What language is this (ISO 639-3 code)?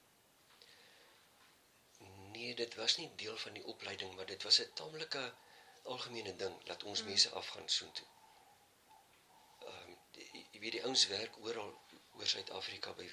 afr